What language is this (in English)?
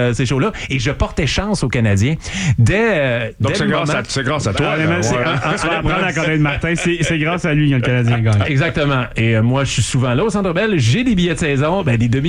French